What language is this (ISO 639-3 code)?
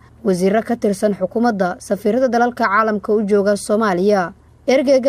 som